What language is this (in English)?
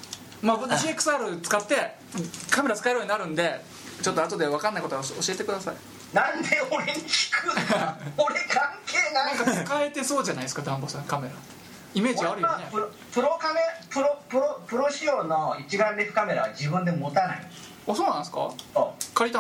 Japanese